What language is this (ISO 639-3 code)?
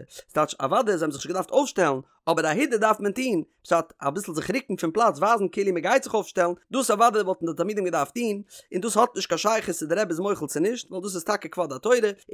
yid